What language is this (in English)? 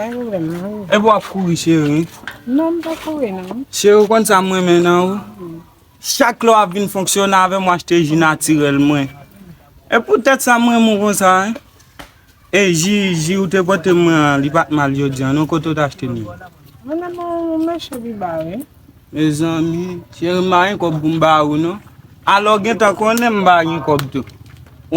Haitian Creole